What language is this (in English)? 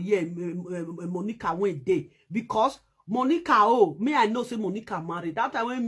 Nigerian Pidgin